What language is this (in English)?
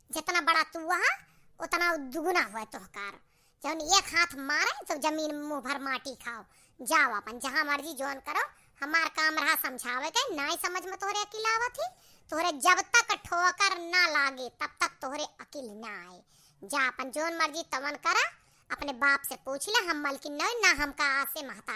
Awadhi